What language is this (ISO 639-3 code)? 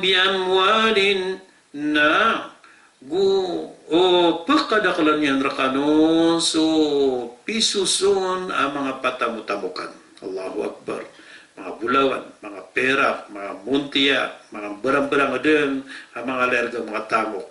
mrw